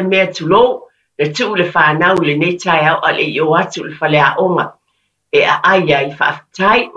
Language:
Samoan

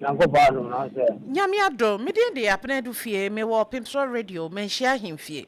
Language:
Akan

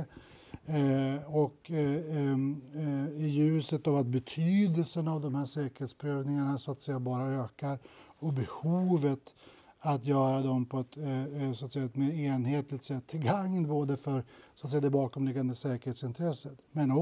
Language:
Swedish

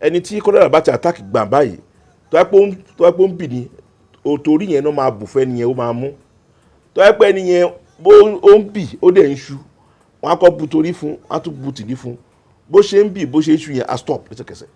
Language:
Yoruba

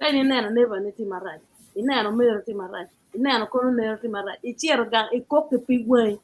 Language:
Acoli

